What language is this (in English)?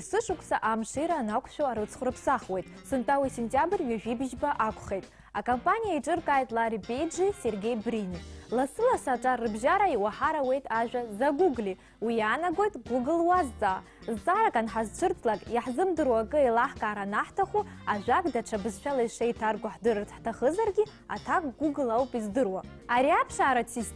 Abkhazian